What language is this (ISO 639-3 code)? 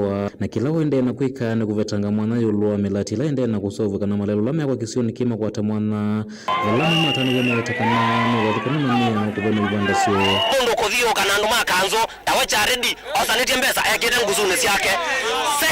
kam